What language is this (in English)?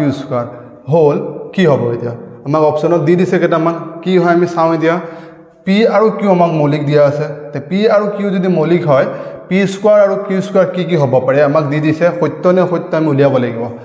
Assamese